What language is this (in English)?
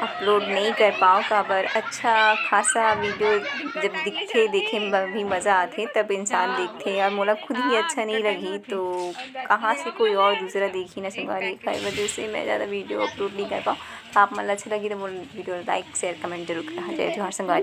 Chhattisgarhi